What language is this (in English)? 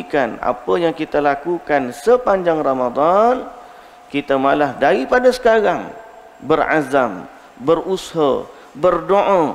Malay